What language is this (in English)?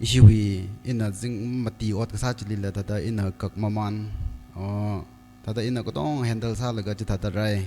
Tangkhul Naga (India)